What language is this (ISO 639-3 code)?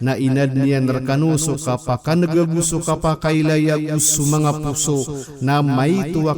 mrw